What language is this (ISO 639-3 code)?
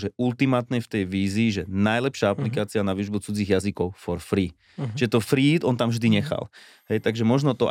slk